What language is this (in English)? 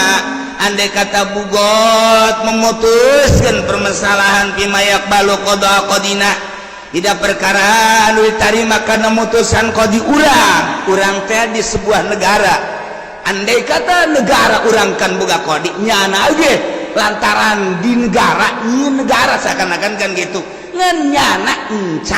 Sundanese